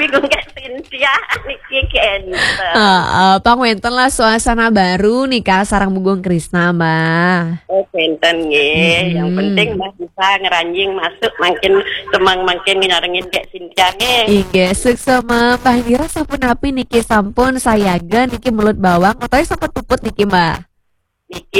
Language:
Balinese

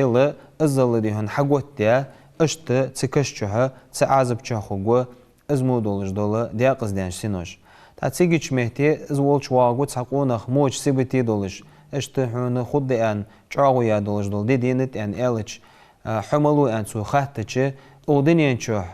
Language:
Ingush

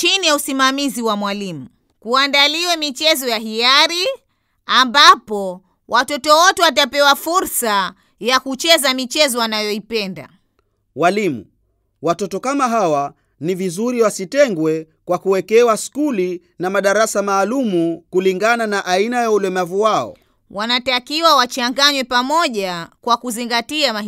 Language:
Swahili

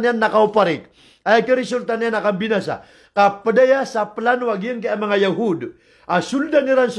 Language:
Maranao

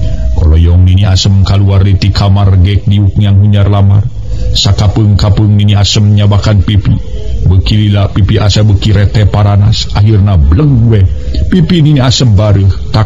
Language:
Sundanese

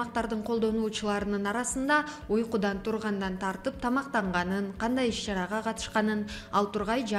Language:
Kyrgyz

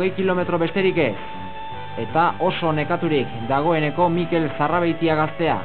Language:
Basque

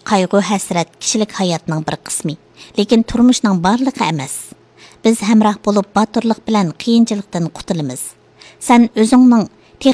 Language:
Uyghur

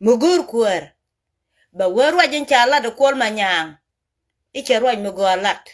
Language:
Nuer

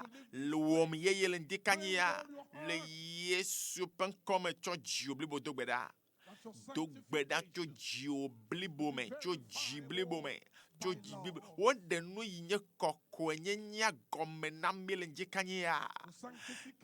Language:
Ewe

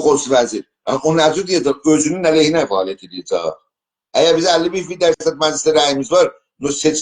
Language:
South Azerbaijani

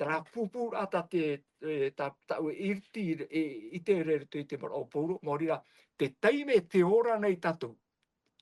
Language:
Tahitian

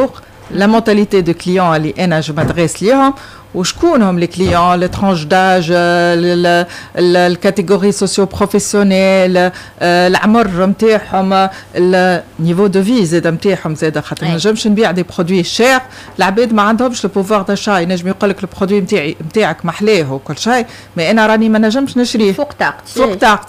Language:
Tunisian Arabic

